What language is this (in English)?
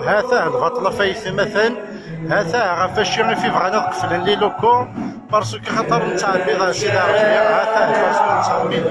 Kabyle